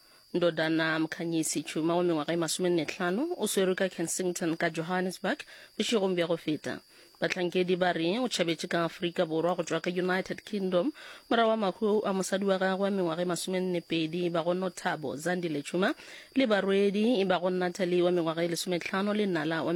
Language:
Northern Sotho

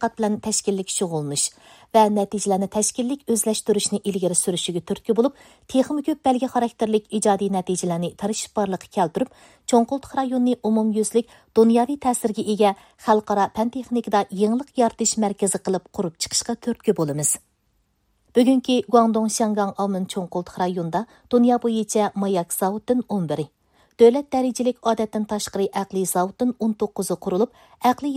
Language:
Uyghur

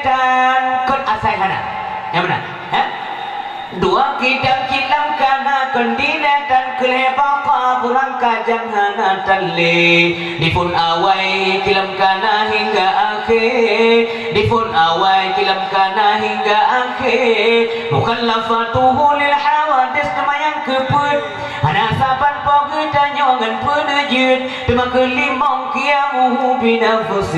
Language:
Achinese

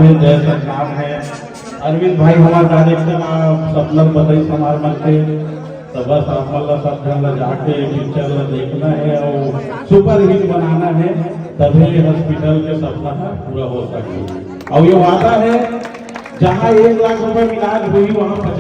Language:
Chhattisgarhi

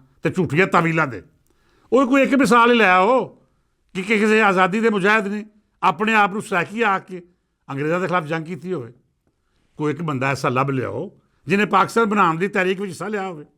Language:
Western Panjabi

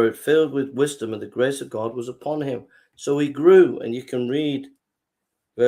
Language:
English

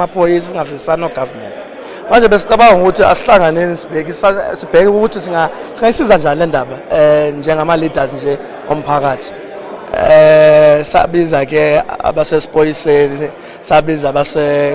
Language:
North Ndebele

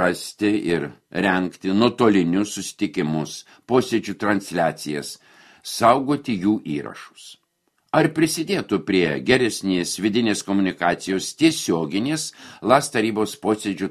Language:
Lithuanian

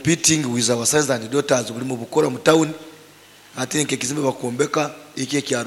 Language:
Nyoro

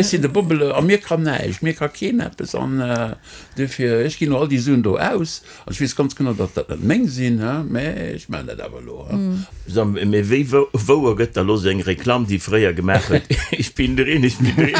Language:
Luxembourgish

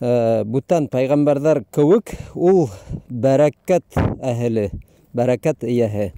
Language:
Bashkir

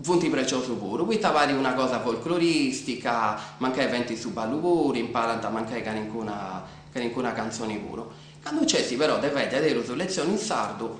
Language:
Sardinian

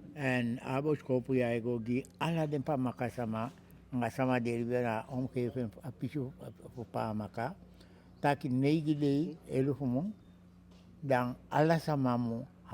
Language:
Eastern Maroon Creole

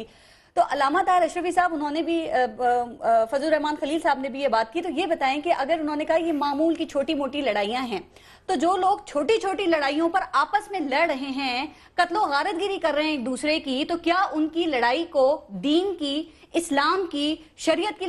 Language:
Urdu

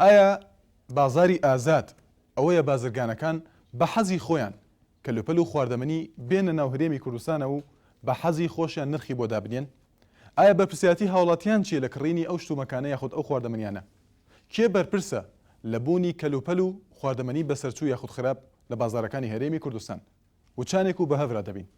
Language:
Central Kurdish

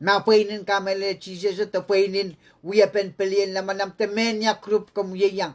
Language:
Pohnpeian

